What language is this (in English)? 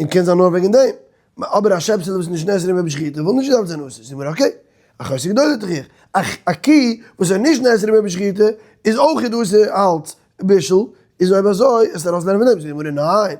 Yiddish